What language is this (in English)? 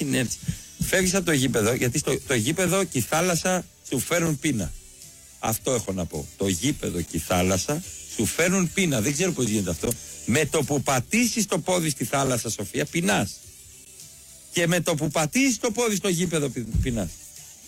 Greek